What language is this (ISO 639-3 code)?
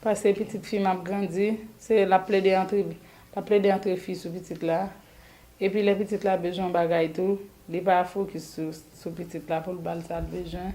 hat